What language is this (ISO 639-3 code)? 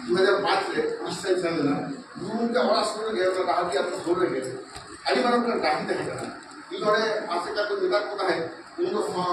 sat